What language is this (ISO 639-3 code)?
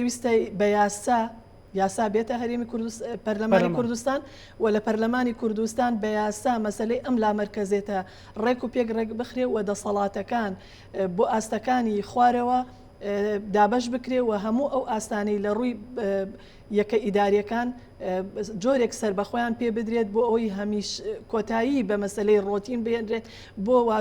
ckb